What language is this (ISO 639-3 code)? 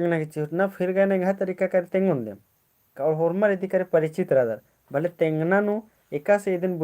kru